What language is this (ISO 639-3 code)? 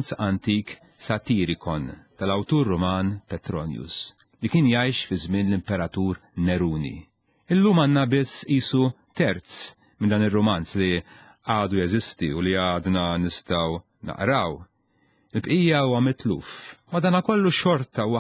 mlt